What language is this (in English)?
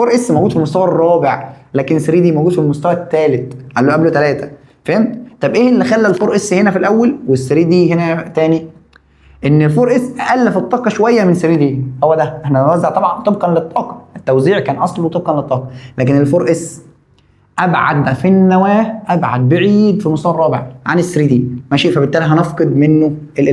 Egyptian Arabic